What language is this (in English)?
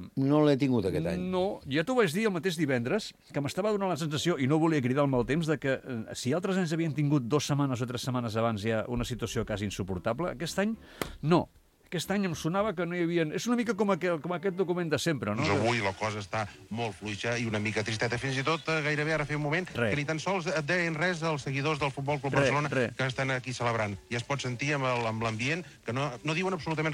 Catalan